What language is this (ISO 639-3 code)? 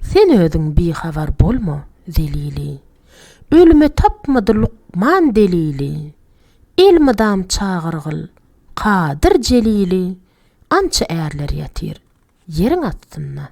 tuk